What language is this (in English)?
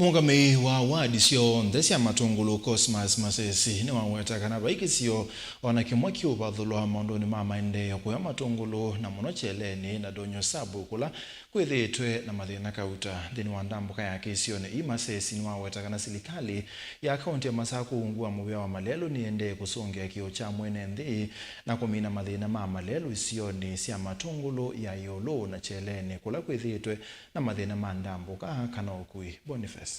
Kamba